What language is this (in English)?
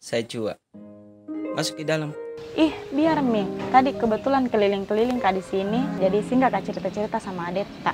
Makassar Malay